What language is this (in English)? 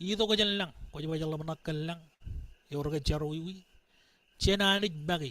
Marshallese